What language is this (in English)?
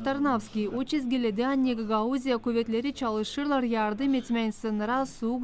Gagauz